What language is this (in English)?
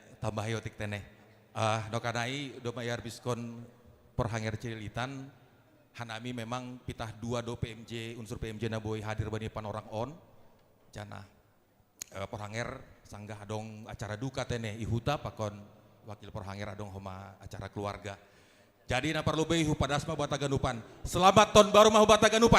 Batak Simalungun